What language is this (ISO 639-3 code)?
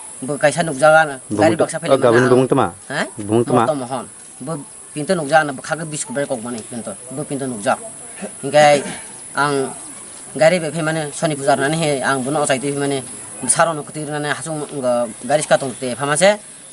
trp